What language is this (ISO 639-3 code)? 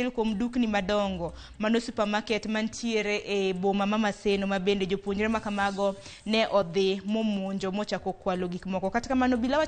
luo